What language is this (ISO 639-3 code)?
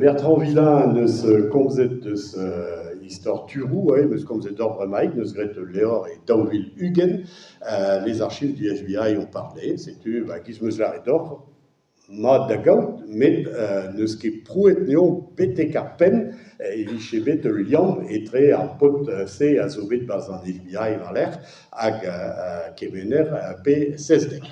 bre